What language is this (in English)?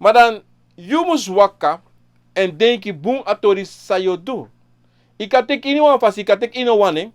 Sranan Tongo